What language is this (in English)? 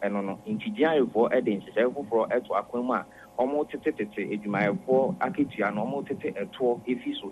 Akan